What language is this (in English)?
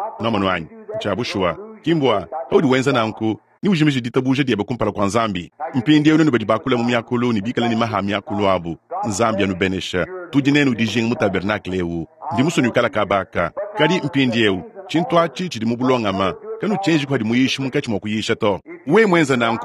Luba-Lulua